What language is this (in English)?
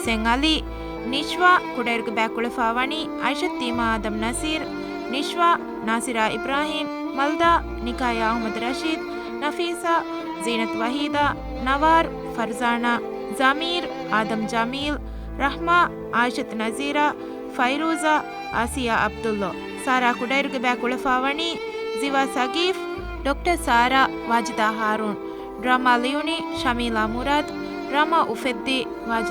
Divehi